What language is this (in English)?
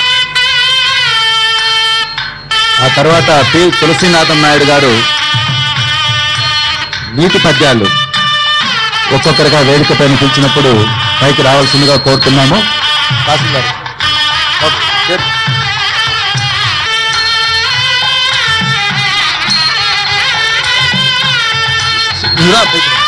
Telugu